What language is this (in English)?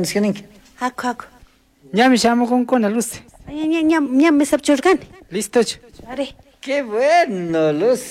Chimborazo Highland Quichua